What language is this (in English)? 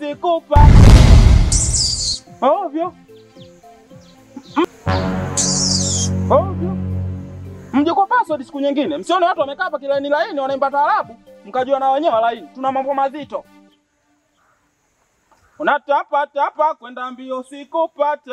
Swahili